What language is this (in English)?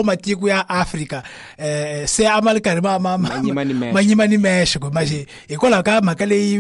Tsonga